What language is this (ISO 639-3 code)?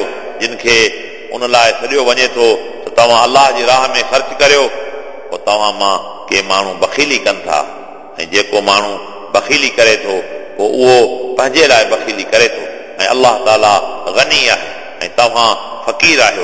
snd